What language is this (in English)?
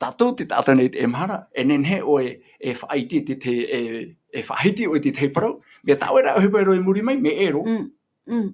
Tahitian